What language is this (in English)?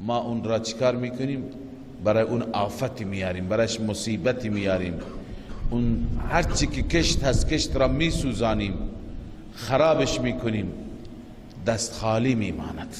Persian